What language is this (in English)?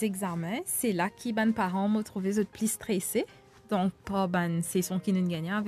Morisyen